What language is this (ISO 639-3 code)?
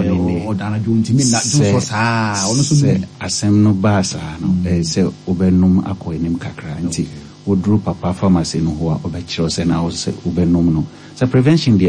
aka